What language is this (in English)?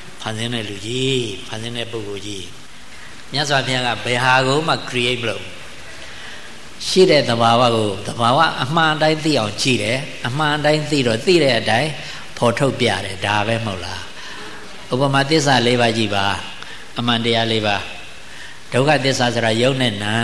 Burmese